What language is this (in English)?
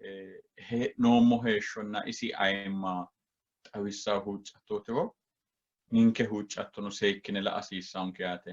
Sidamo